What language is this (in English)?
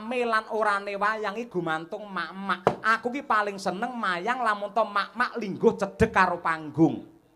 Javanese